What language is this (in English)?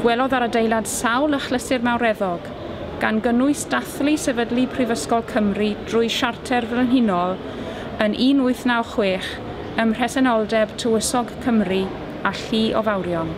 Welsh